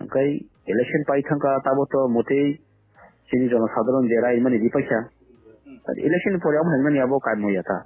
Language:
Kok Borok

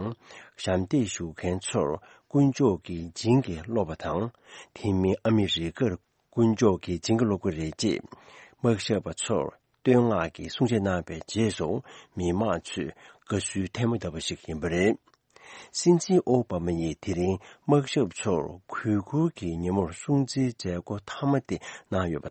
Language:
Tibetan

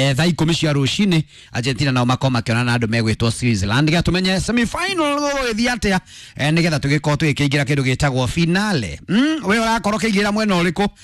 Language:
Kikuyu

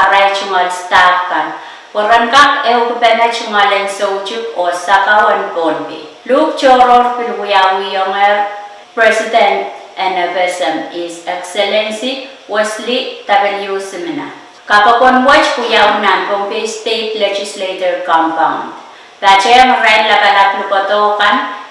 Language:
Pohnpeian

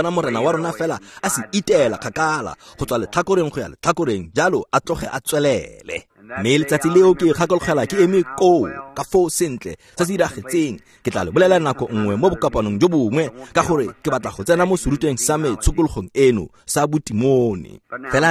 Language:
Tswana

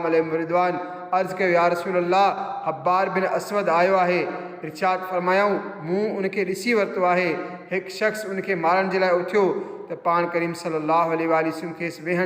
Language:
Sindhi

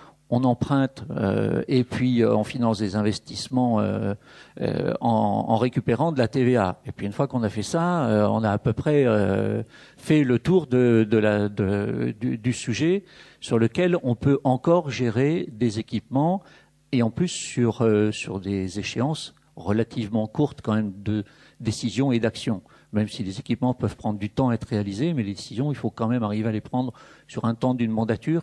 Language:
French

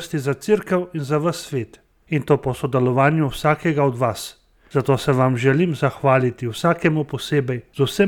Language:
Slovenian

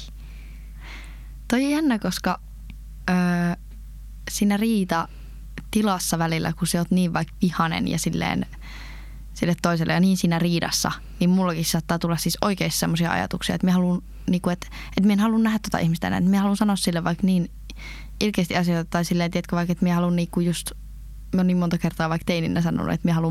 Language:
Finnish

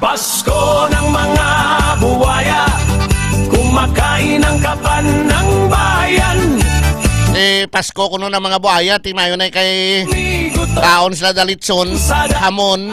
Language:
Hiligaynon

